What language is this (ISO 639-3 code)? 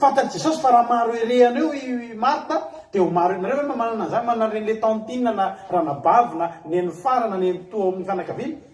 mlg